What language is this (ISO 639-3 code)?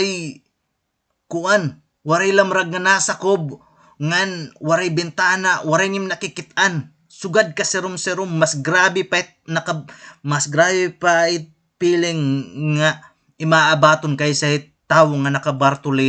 war